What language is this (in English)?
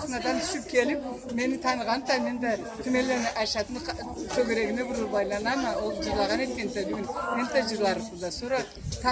Karachay-Balkar